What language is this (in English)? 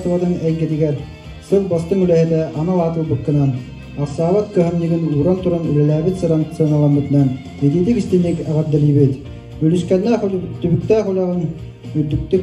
Yakut